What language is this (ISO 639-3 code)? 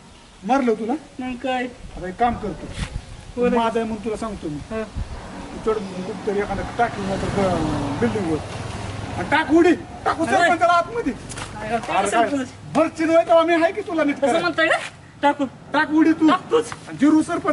mar